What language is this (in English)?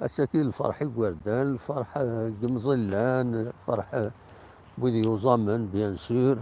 Kabyle